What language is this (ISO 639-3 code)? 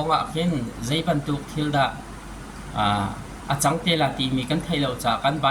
cnh